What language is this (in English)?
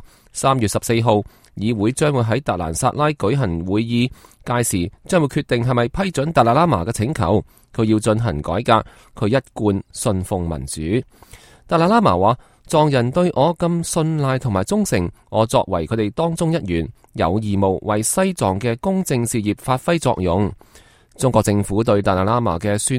Cantonese